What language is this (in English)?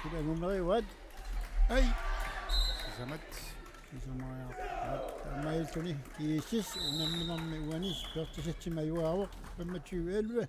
Kalaallisut